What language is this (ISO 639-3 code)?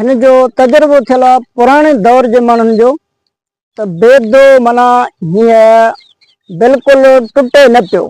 snd